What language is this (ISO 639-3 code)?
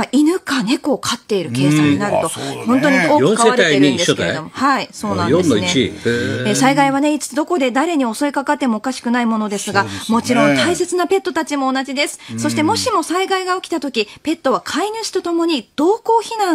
jpn